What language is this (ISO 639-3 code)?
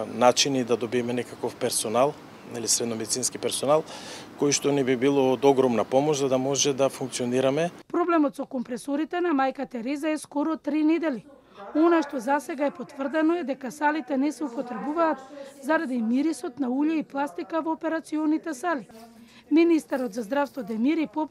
mkd